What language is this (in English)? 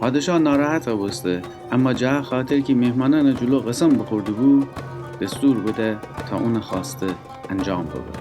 Gilaki